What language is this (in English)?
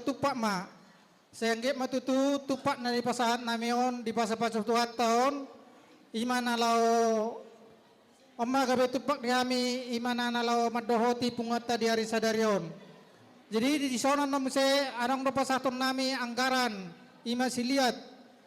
Batak Toba